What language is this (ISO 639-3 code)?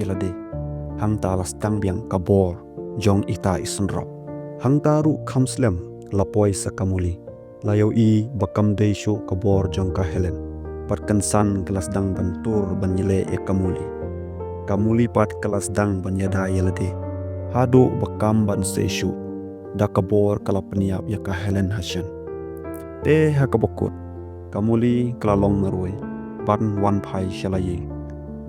kha